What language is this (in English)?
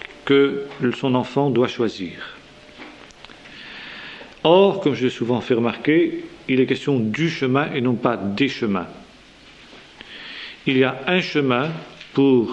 French